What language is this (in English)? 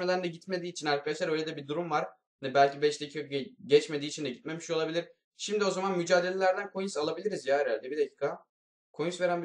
Turkish